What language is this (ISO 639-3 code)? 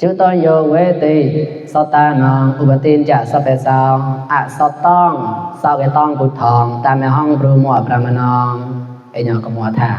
mnw